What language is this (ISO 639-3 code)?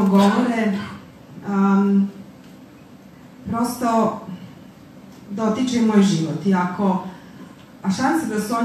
srp